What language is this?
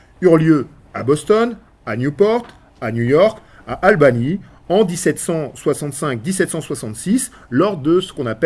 French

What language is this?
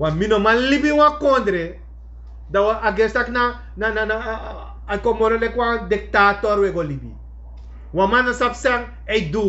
Sranan Tongo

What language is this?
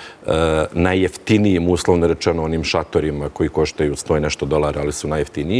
Serbian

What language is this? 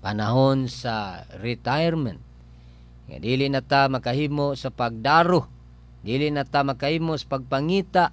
Cebuano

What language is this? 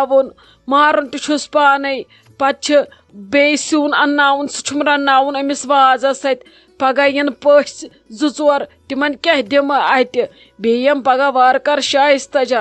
Kashmiri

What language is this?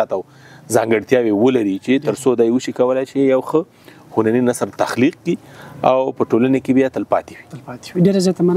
Pashto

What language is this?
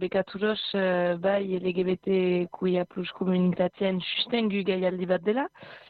Basque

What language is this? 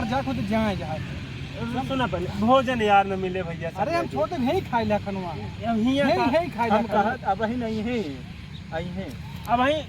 Awadhi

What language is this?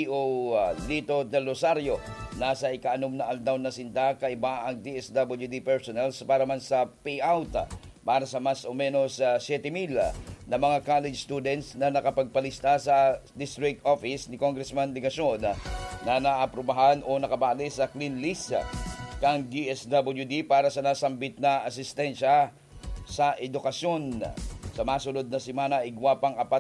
Bikol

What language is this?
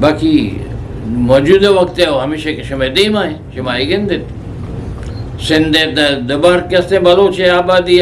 Eastern Balochi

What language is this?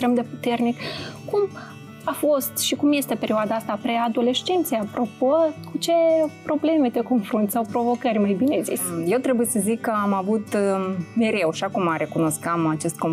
Romanian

